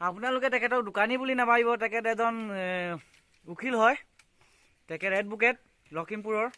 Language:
Assamese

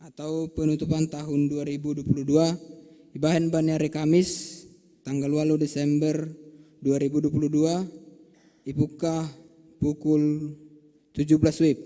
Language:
Batak Simalungun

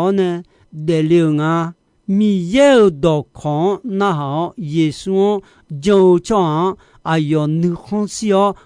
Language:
Akha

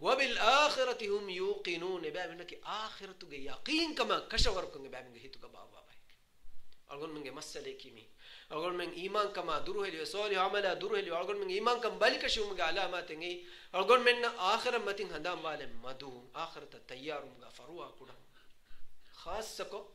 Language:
Divehi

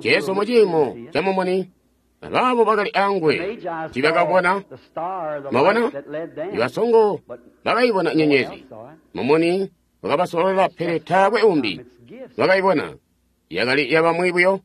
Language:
Tonga (Zambia)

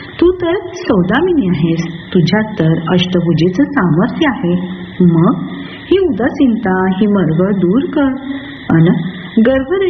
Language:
Marathi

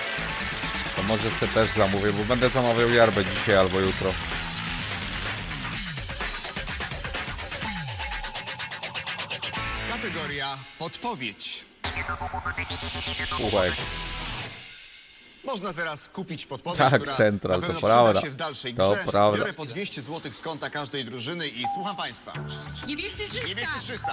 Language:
Polish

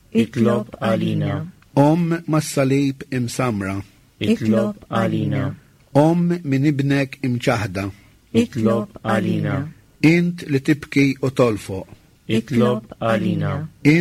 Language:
Maltese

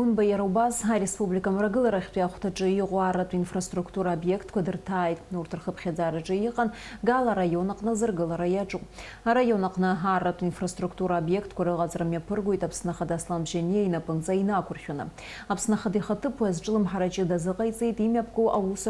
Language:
Abkhazian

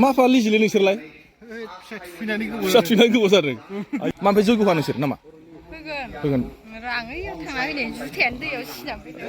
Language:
Bodo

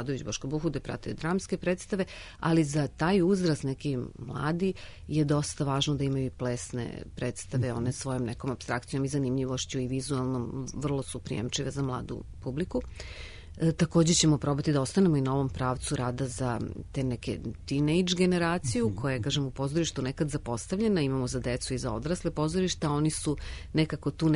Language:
Serbian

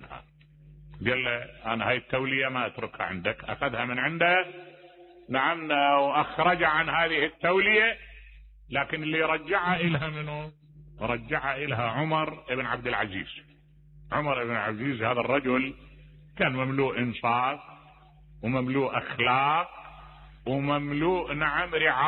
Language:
Mesopotamian Arabic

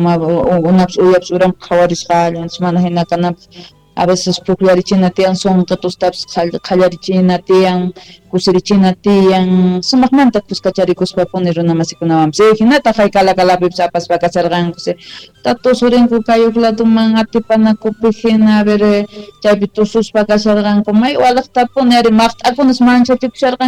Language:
South Bolivian Quechua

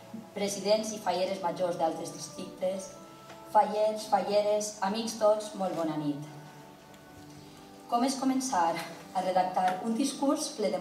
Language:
Catalan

